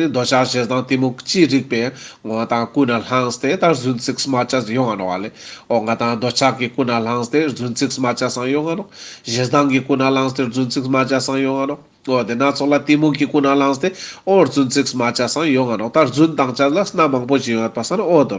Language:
Ladakhi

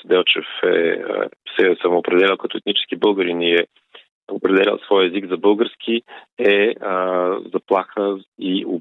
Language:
Bulgarian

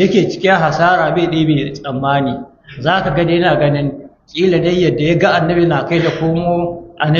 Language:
Hausa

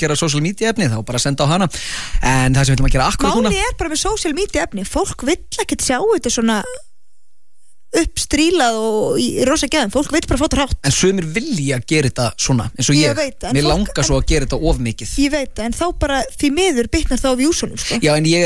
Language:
Icelandic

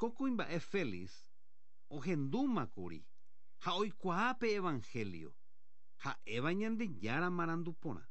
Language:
Guarani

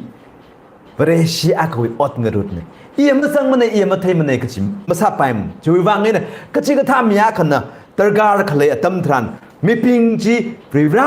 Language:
Tangkhul Naga (India)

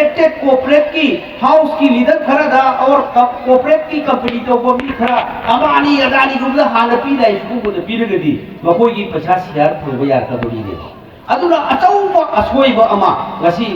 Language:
Manipuri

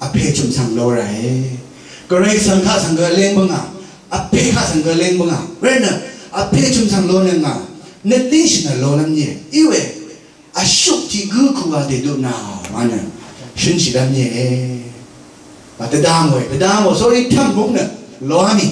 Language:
Rawang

